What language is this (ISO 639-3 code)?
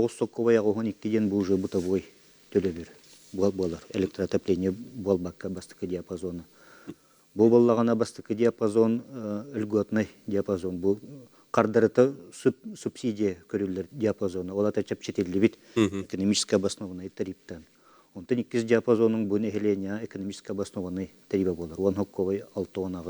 sah